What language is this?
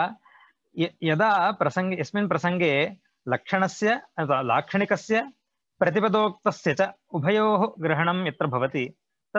Sanskrit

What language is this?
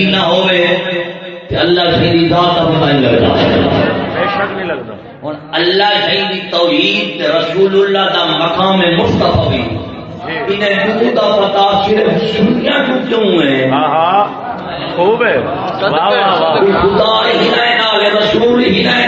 Saraiki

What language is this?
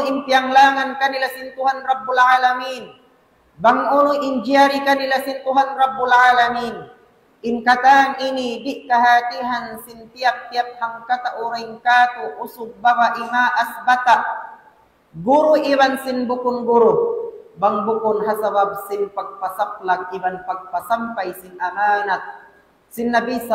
Tausug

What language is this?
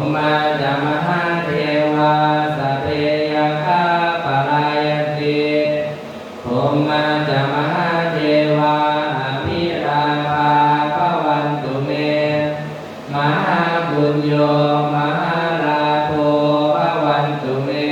Pali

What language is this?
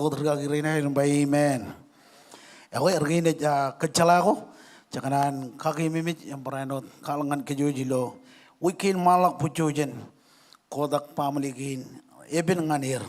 Marshallese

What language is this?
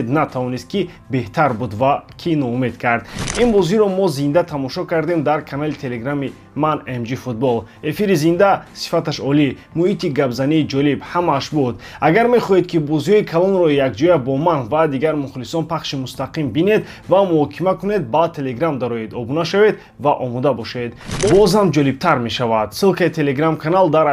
Tajik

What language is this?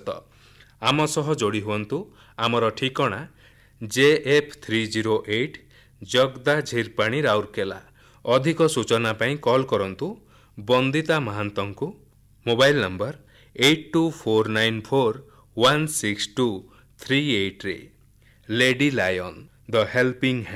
Odia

